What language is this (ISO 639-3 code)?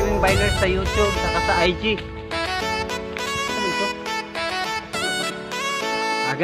fil